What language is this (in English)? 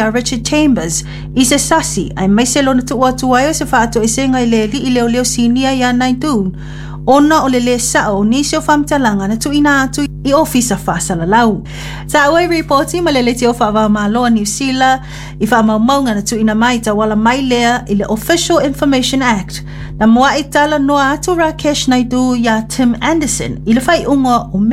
Samoan